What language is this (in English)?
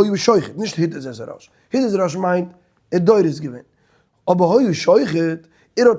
Yiddish